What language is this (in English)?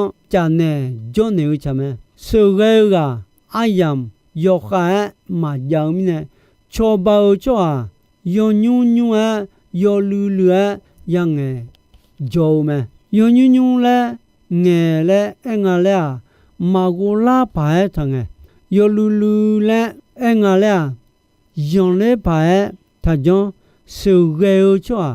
Akha